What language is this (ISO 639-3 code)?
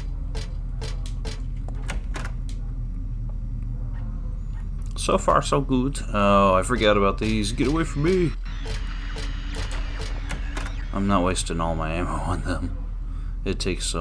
eng